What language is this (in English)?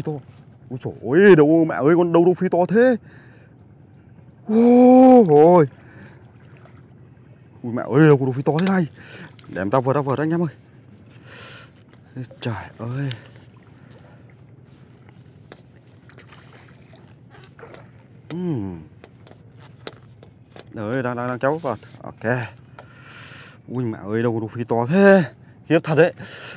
Vietnamese